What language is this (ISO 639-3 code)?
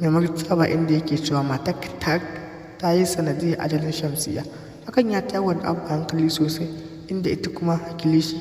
hau